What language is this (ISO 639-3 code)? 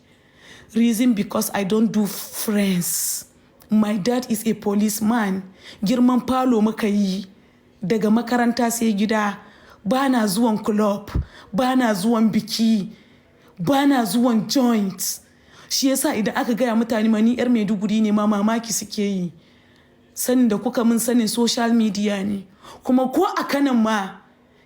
hau